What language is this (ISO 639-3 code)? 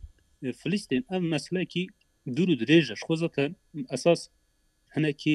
kur